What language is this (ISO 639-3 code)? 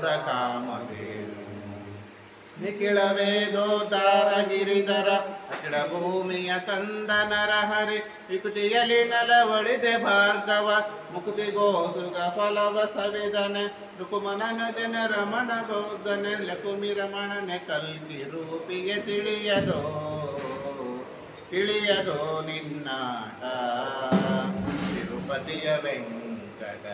kan